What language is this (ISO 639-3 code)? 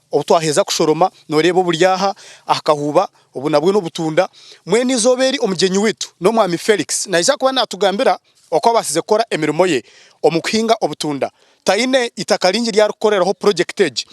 nyn